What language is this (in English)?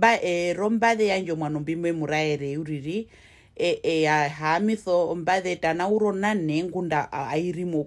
Herero